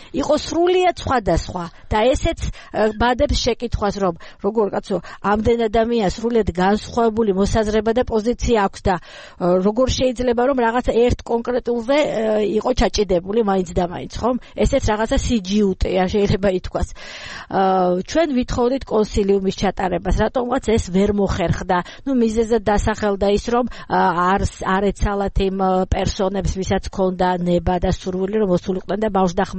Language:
Georgian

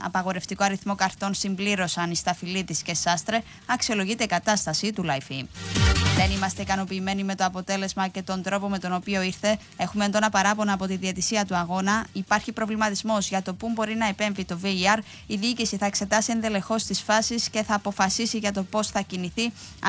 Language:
Greek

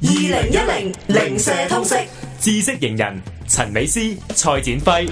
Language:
Cantonese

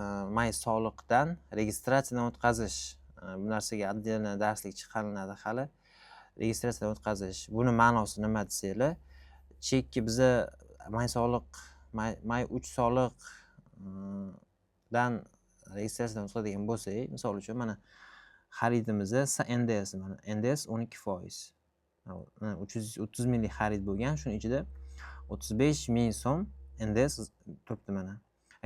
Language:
Uzbek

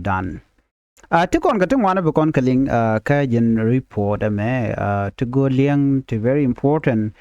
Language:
Nuer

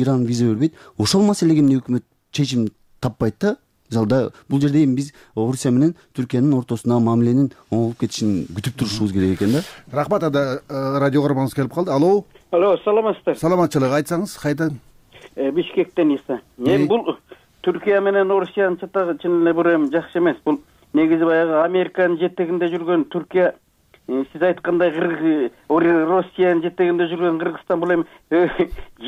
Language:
Kyrgyz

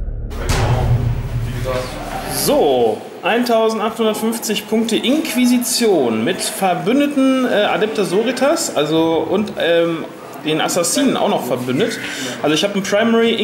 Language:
German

